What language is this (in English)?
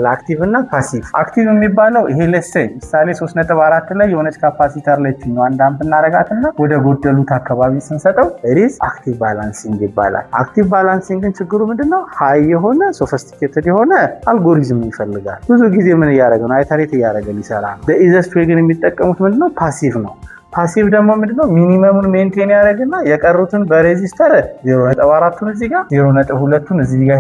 Amharic